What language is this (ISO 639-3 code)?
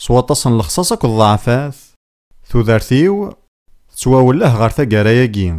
kab